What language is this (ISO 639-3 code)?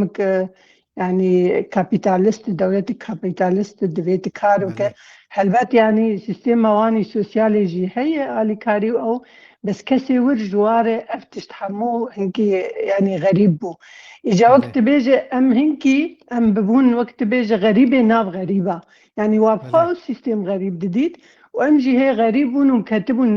kur